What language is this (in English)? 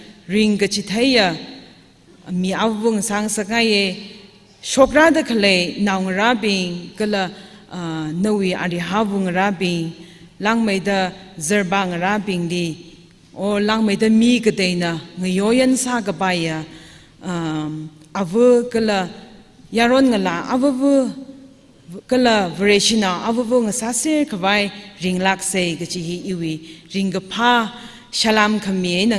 Tangkhul Naga (India)